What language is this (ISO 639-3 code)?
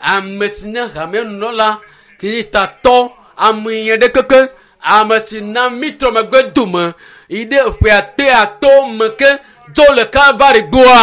ewe